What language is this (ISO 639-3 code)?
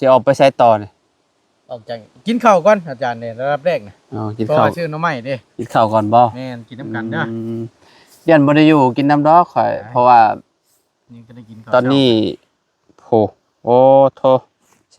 lao